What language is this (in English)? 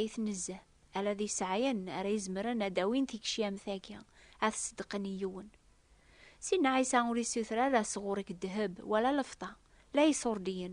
Kabyle